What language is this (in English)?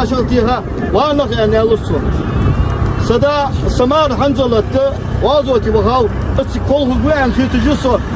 Ingush